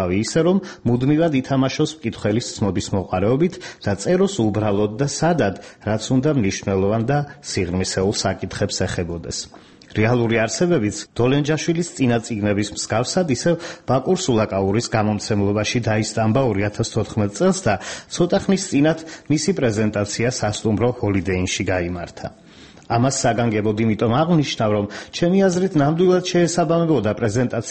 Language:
Georgian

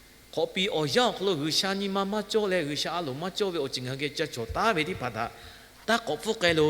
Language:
Lahu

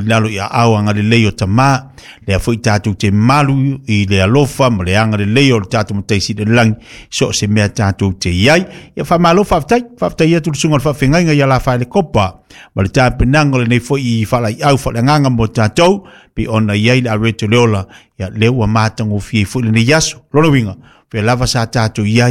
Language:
Samoan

